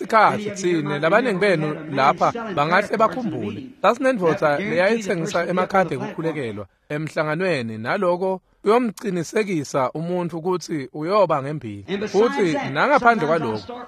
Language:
Swati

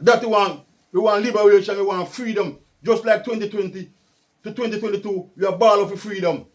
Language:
Jamaican Creole English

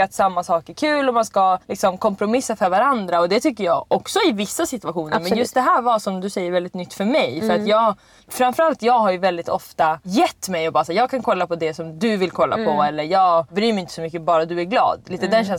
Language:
Swedish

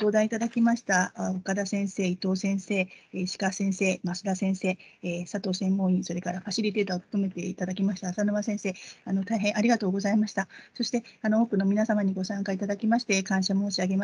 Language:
Japanese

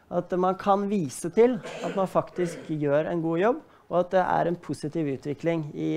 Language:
Norwegian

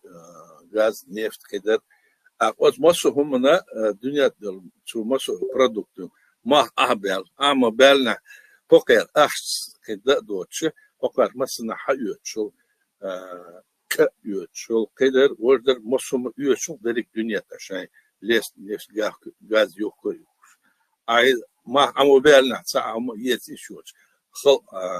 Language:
Chechen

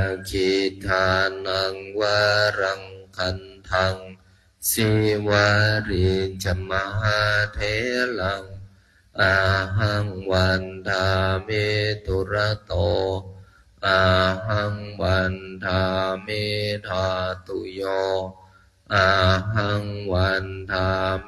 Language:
Pali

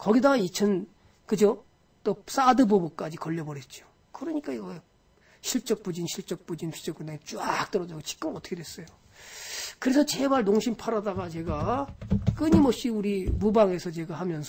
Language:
Korean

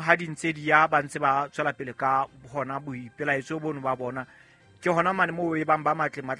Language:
Southern Sotho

